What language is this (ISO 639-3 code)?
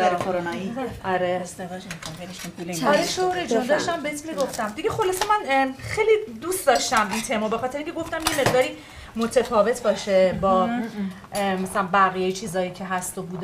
fas